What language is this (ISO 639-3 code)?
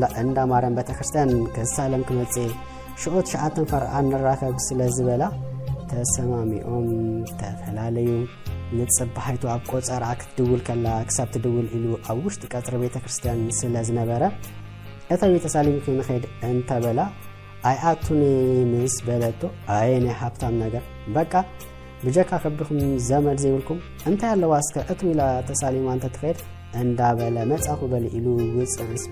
tir